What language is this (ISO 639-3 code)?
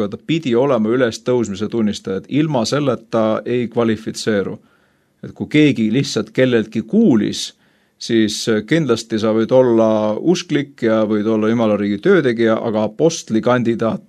est